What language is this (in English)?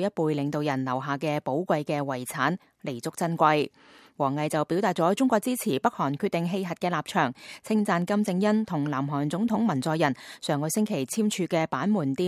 Cantonese